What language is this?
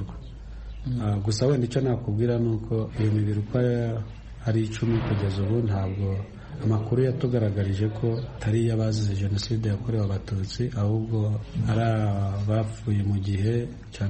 Kinyarwanda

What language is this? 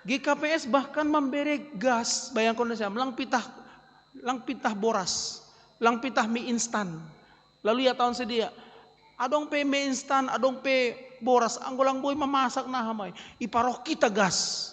Batak Simalungun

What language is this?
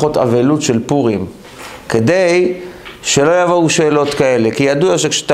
Hebrew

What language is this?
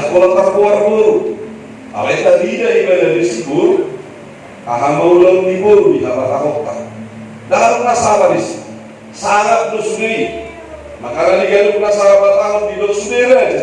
Batak Toba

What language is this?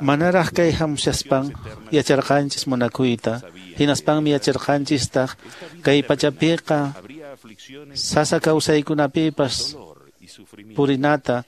Quechua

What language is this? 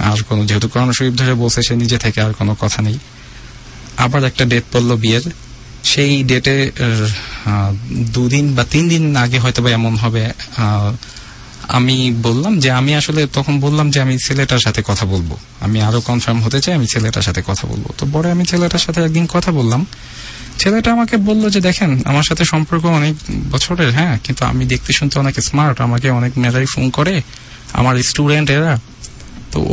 Bangla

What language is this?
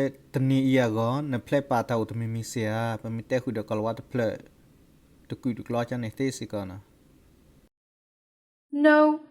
S'gaw Karen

